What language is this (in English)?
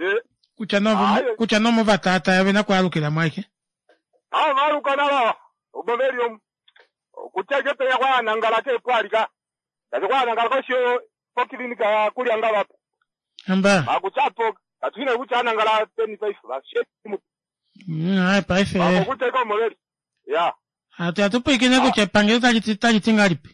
Kuanyama